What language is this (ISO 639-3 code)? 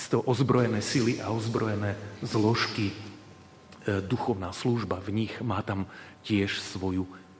slk